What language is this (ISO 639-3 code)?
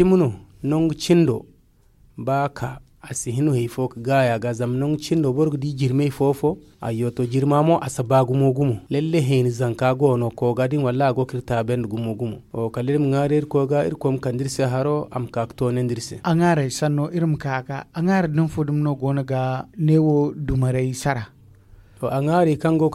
dje